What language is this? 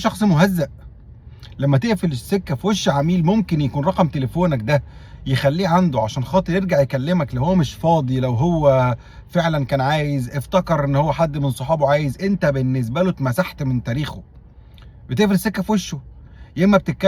Egyptian Arabic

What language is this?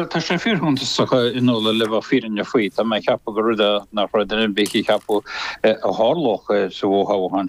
Irish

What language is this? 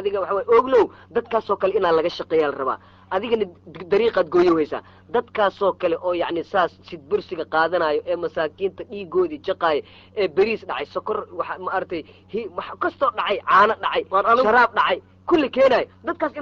Somali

